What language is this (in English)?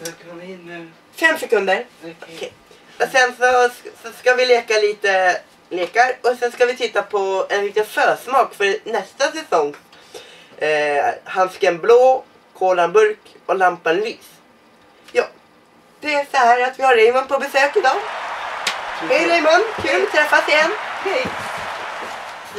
Swedish